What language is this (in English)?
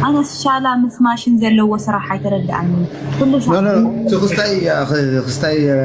Tigrinya